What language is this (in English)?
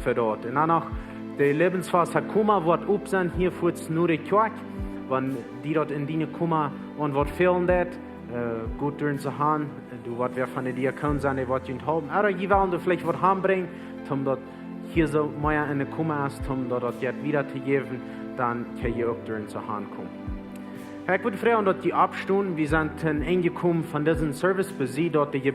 Plautdietsch